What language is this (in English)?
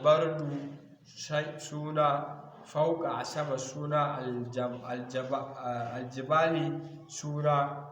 Hausa